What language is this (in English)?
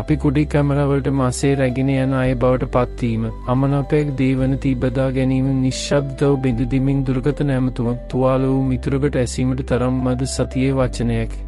Sinhala